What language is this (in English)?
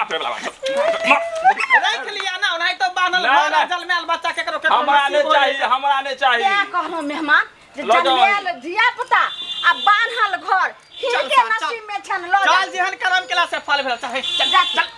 Maithili